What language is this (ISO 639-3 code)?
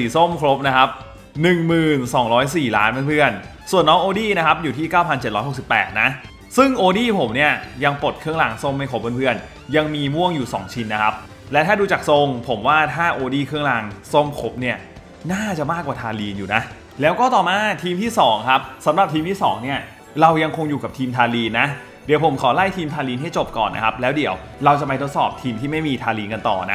tha